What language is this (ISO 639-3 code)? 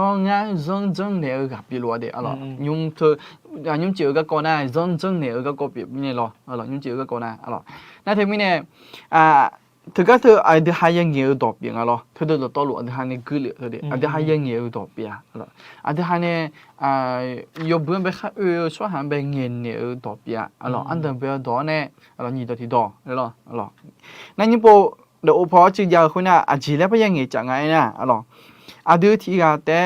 ahk